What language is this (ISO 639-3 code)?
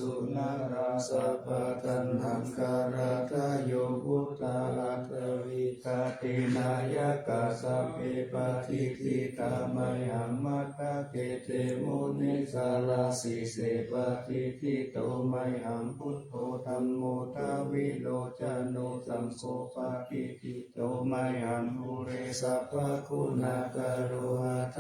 pli